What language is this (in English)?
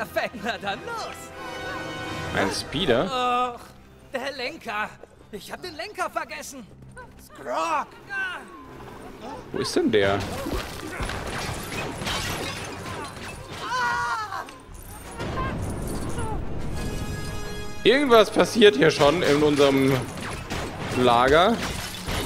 German